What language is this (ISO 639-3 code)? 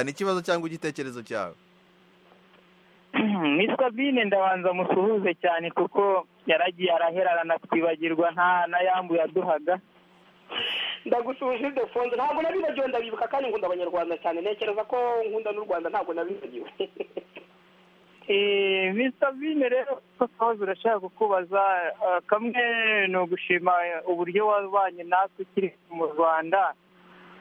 kin